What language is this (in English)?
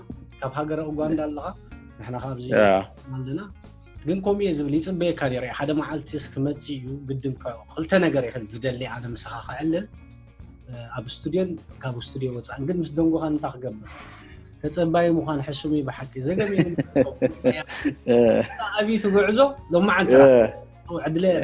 Tigrinya